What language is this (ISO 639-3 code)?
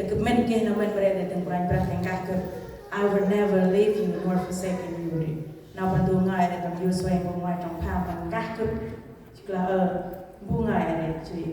cmo